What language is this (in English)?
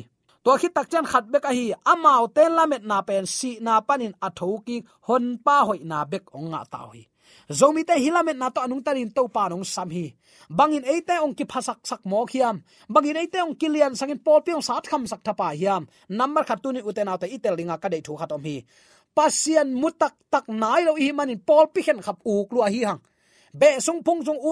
Tedim Chin